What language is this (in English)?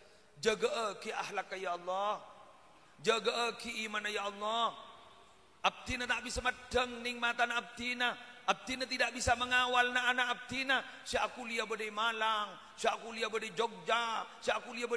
Madurese